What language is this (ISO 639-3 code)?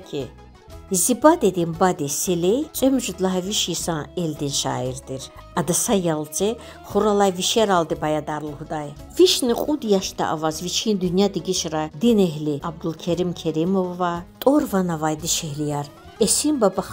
lez